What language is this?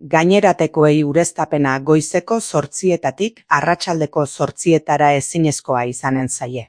Basque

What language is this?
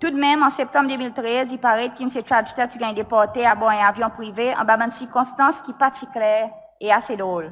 Seselwa Creole French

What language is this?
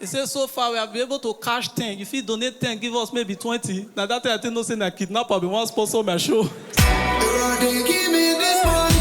Nigerian Pidgin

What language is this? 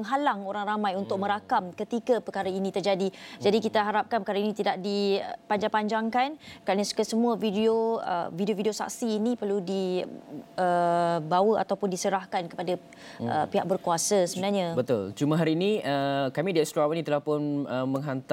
Malay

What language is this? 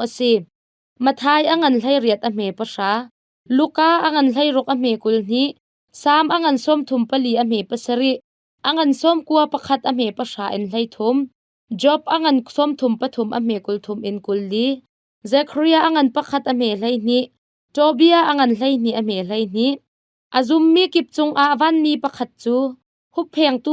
Hakha Chin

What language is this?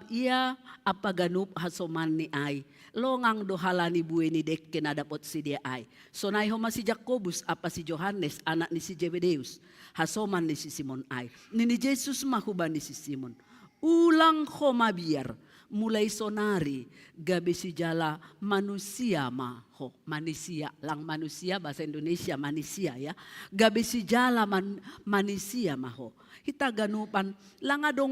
Batak Simalungun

